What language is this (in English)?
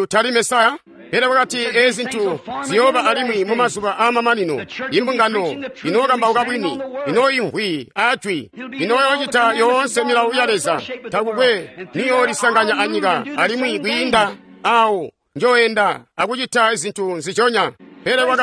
Tonga (Zambia)